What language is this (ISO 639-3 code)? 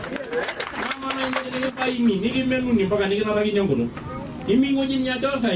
mas